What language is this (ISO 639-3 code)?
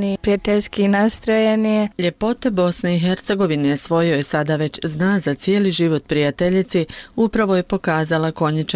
bos